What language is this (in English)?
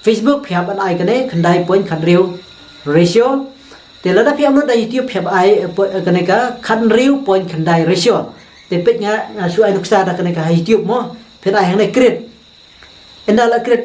Khasi